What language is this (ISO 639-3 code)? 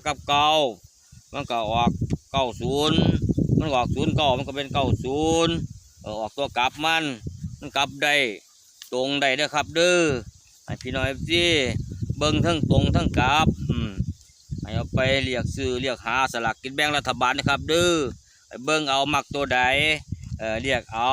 tts